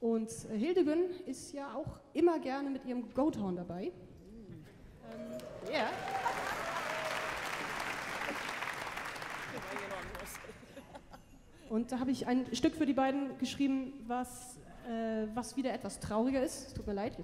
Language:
German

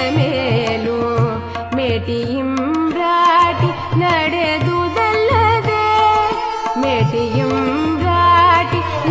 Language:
Kannada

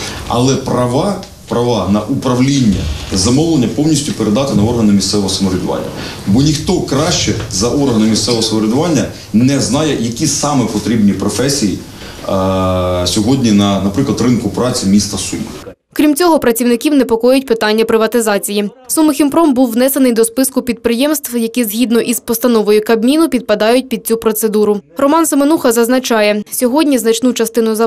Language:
Ukrainian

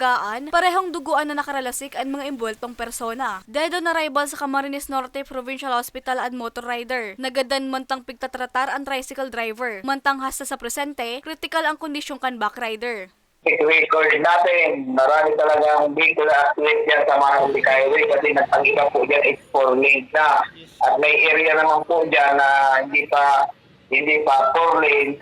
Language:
Bikol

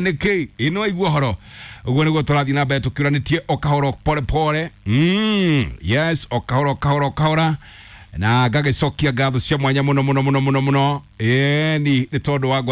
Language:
Kikuyu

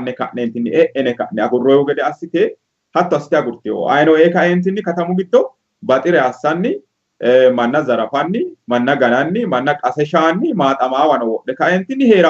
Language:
Sidamo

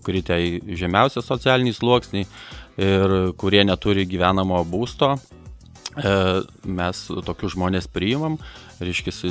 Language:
Lithuanian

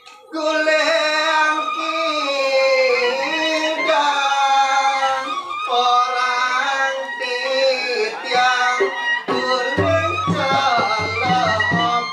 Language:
Balinese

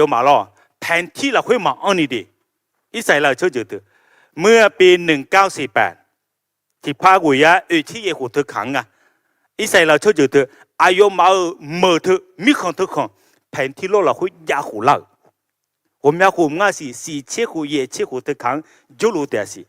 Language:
Akha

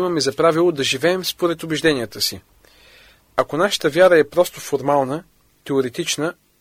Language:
Bulgarian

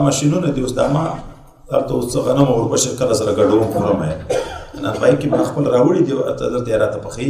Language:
Pashto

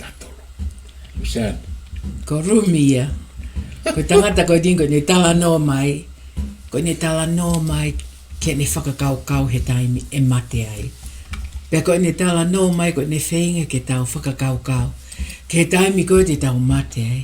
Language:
Tongan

